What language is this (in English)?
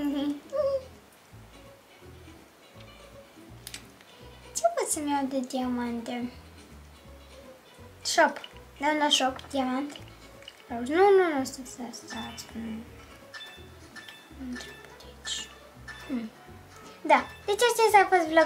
Romanian